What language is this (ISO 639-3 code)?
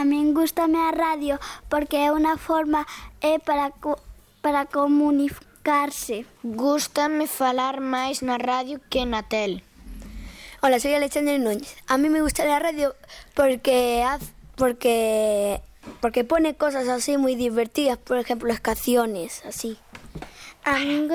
glg